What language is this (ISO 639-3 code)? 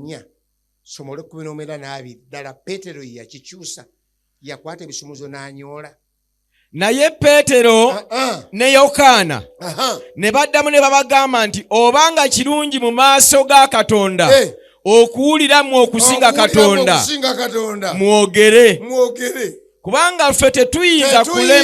lug